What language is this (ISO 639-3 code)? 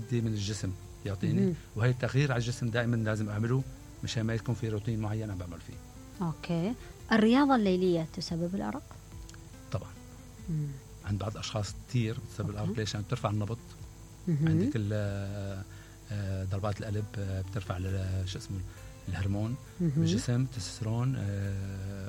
acm